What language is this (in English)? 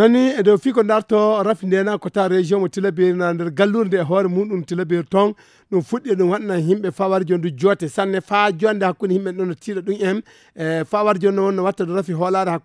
Fula